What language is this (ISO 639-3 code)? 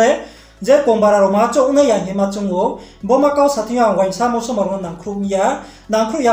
ria